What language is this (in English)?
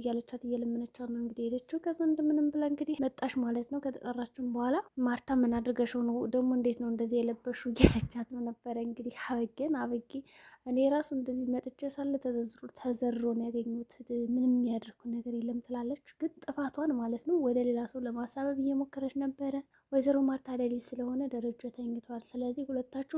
Amharic